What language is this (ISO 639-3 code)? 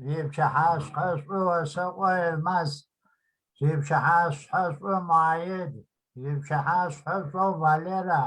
kbd